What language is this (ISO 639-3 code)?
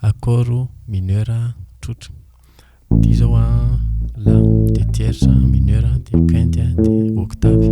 mlg